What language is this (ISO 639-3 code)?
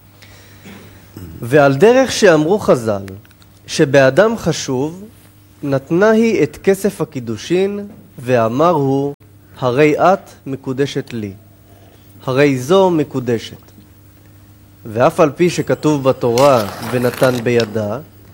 heb